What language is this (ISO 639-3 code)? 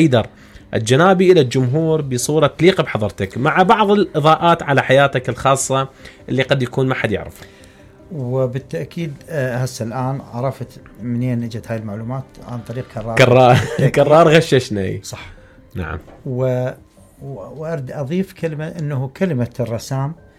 acm